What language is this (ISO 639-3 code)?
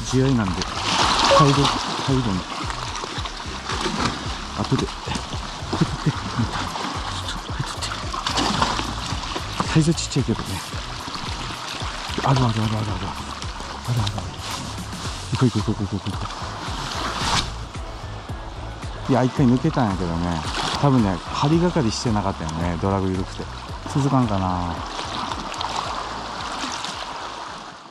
jpn